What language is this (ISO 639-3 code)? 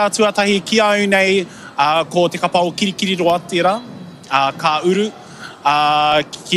mri